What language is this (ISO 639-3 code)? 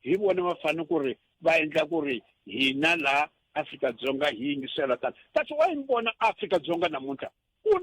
tso